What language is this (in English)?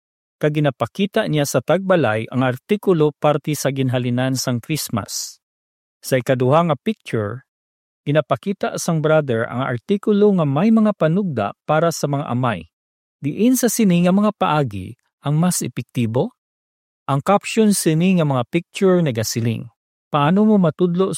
Hiligaynon